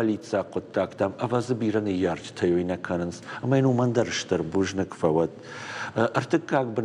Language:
Ossetic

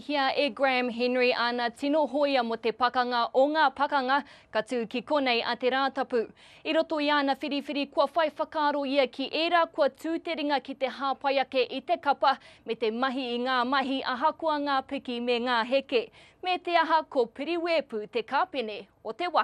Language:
Māori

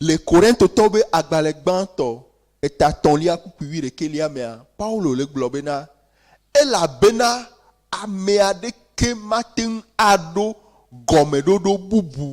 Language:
Ewe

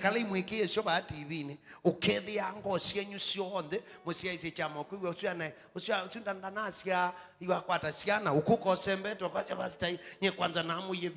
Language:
Kamba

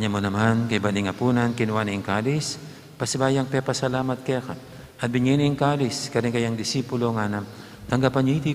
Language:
Pampanga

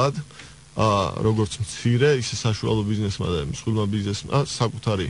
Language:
Georgian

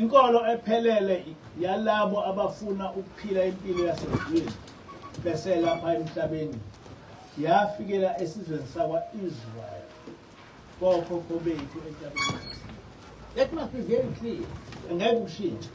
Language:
Zulu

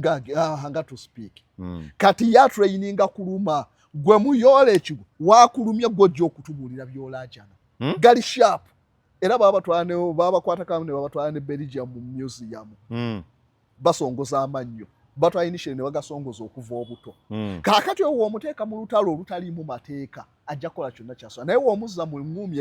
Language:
Ganda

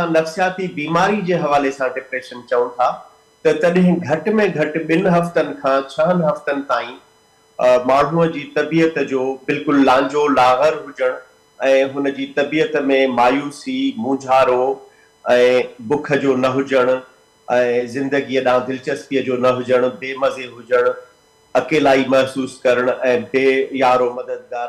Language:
Sindhi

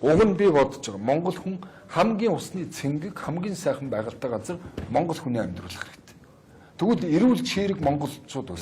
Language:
Mongolian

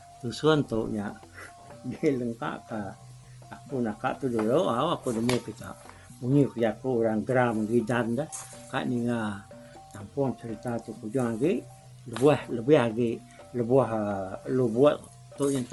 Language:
Iban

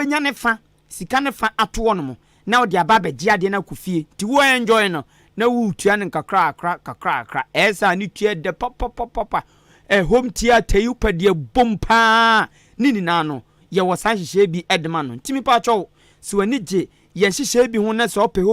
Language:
Akan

